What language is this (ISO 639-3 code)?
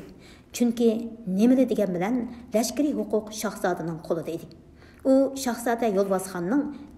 uig